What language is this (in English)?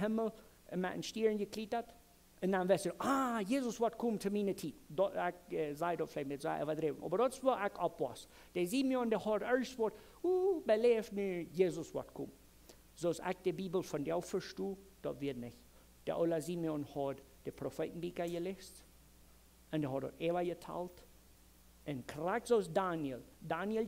Plautdietsch